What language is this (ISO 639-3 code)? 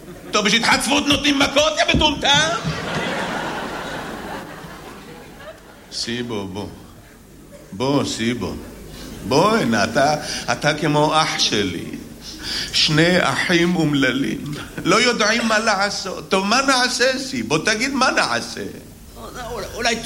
heb